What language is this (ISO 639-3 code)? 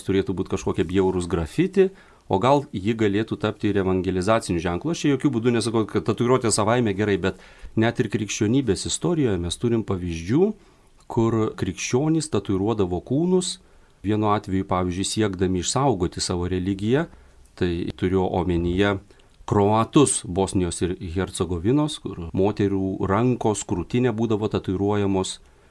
lit